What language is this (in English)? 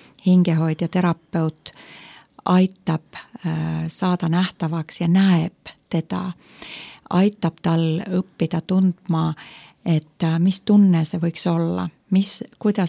Estonian